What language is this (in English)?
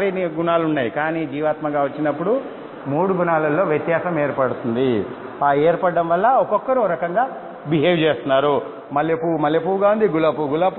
Telugu